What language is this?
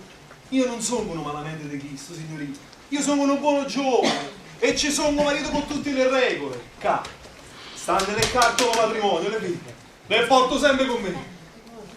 Neapolitan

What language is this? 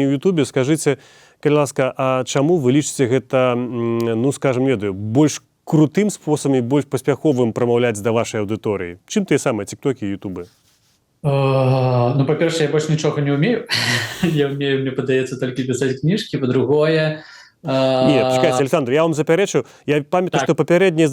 Belarusian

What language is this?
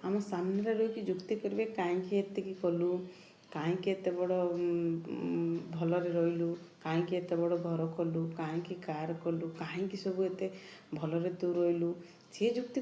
Odia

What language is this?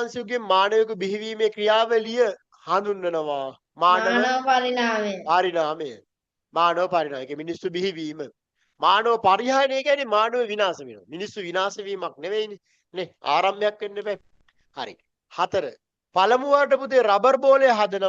Sinhala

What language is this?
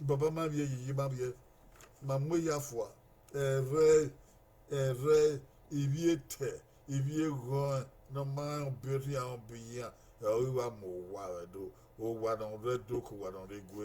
Bini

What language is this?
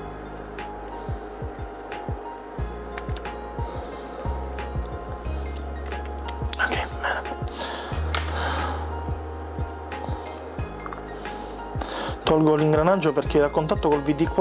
Italian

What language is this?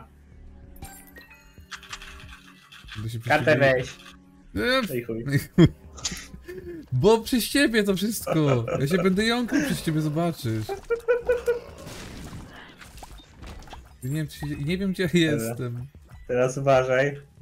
Polish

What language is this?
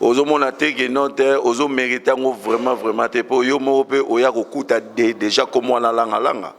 Lingala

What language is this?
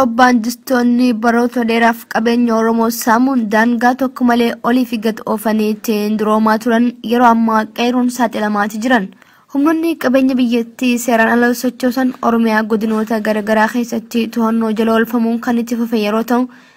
Oromo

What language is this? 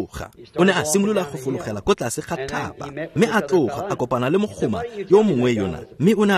Tswana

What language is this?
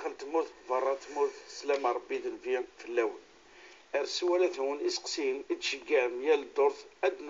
Kabyle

